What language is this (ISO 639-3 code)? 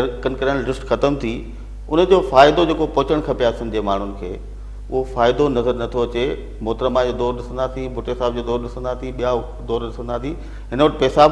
snd